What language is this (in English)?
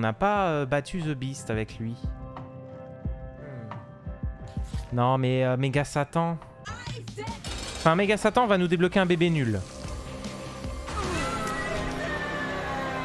French